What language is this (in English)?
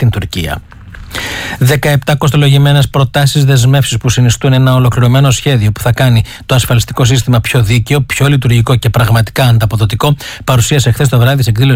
Greek